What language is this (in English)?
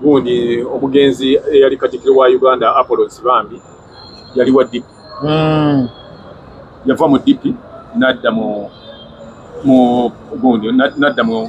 Ganda